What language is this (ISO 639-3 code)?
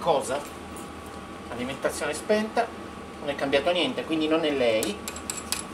ita